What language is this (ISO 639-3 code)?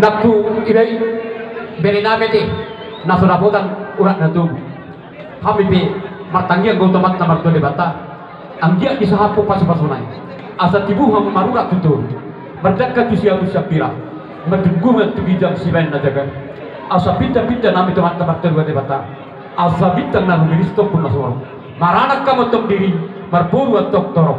bbc